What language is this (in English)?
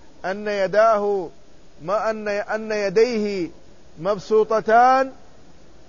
Arabic